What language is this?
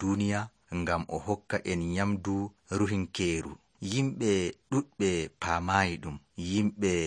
Nigerian Fulfulde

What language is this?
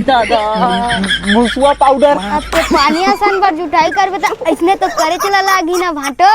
Chhattisgarhi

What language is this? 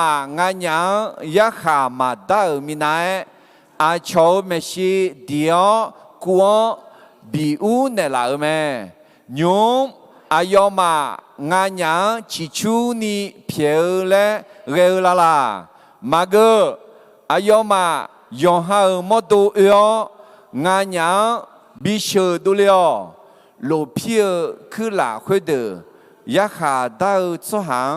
Akha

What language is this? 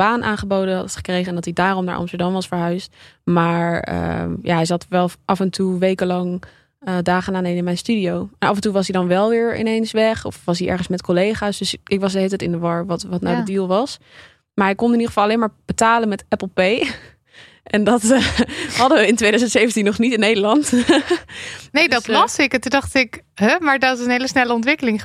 Dutch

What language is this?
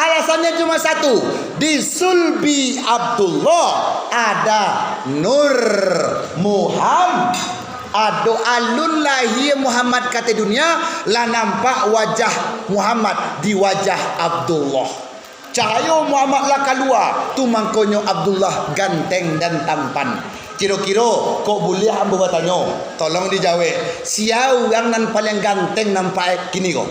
Minangkabau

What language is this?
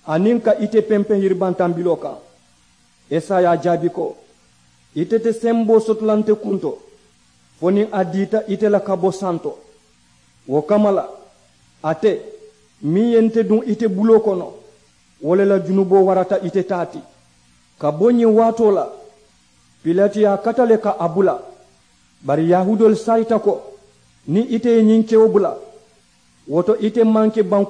Mandingo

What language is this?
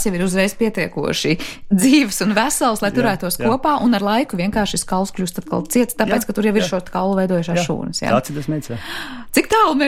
Latvian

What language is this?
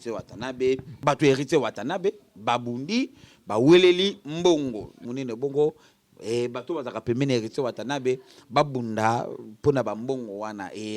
Lingala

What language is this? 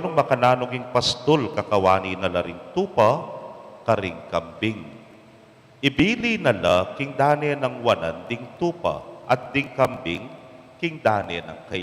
Pampanga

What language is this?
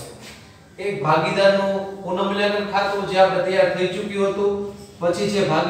Gujarati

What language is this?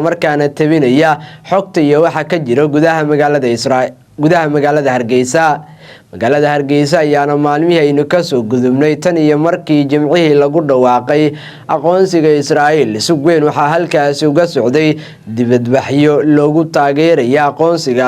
Somali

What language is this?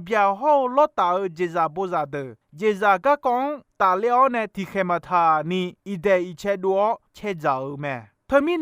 Akha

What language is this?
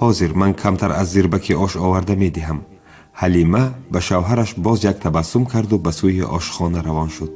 Tajik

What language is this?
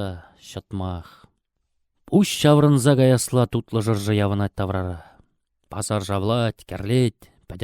Chuvash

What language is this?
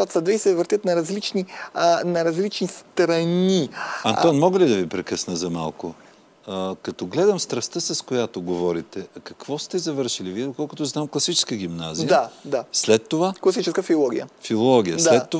Bulgarian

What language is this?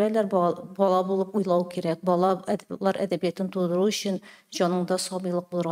Tatar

